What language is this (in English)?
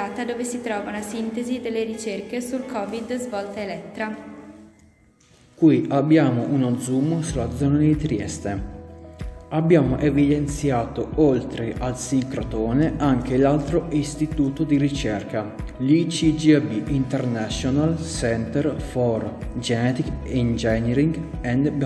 Italian